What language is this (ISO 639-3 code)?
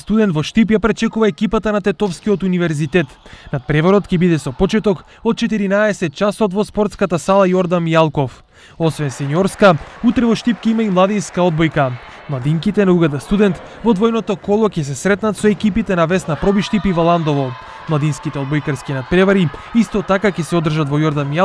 mkd